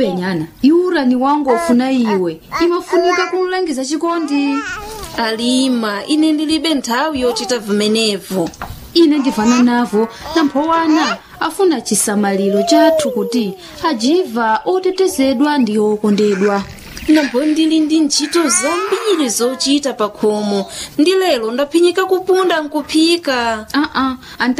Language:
Nyanja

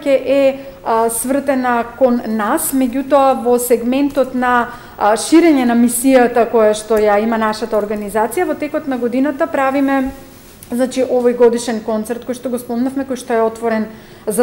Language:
Macedonian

